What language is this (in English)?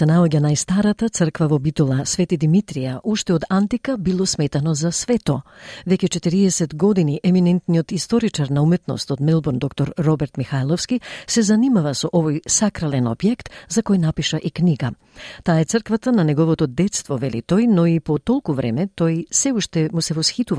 Macedonian